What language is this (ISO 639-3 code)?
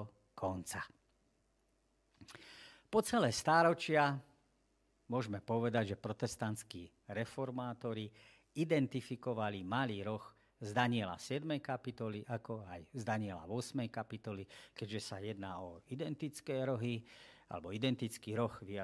slk